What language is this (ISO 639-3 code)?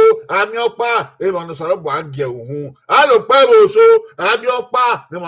bin